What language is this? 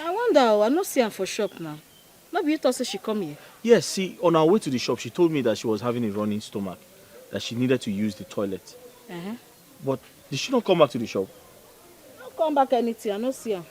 Nigerian Pidgin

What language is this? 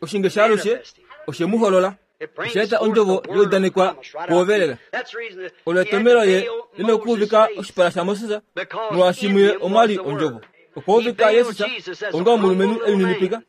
Kuanyama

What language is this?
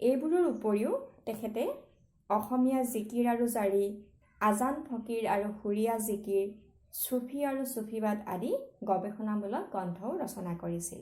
Assamese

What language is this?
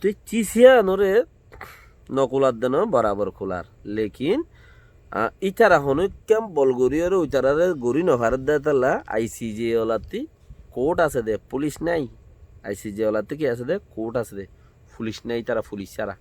Rohingya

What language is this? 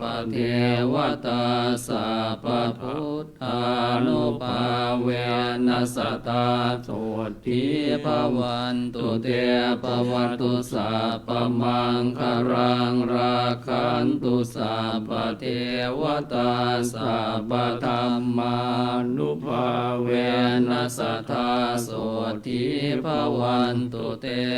Pali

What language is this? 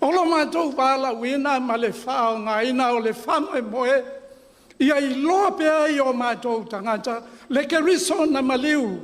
Samoan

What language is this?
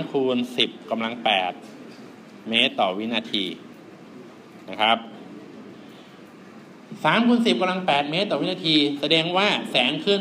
Thai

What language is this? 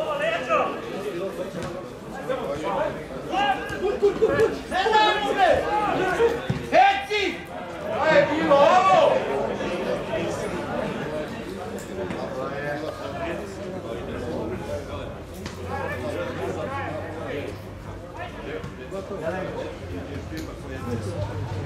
Serbian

